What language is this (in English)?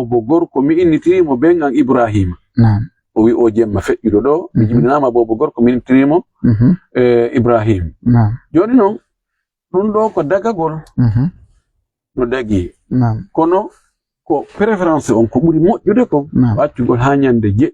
Fula